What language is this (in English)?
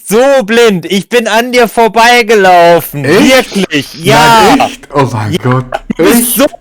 Swiss German